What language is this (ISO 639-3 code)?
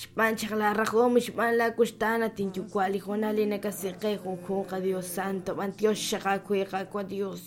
kek